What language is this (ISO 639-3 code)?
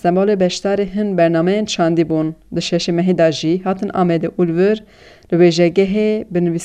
kur